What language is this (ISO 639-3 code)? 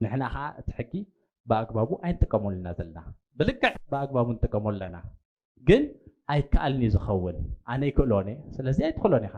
tir